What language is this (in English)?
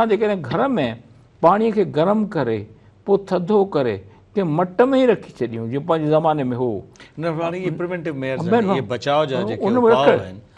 Sindhi